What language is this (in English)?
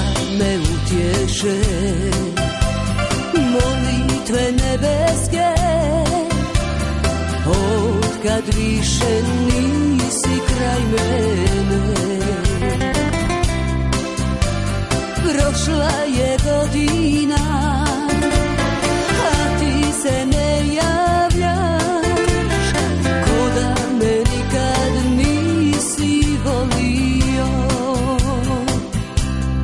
Serbian